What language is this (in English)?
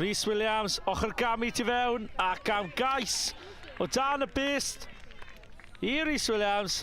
Welsh